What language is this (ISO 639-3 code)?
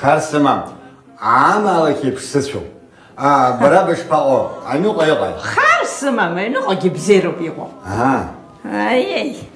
abk